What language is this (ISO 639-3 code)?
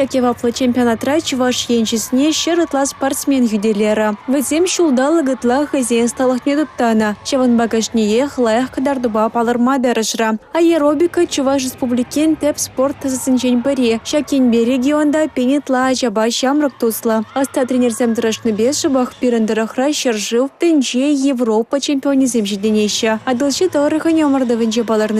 chv